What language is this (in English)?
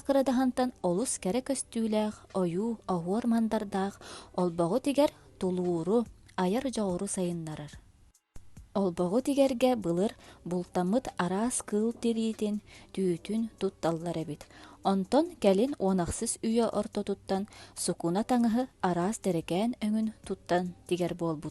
Yakut